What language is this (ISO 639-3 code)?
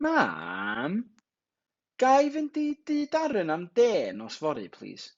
cym